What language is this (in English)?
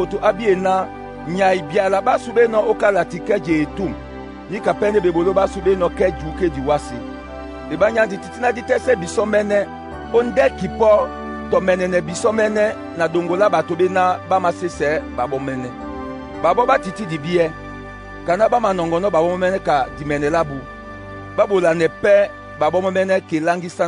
Duala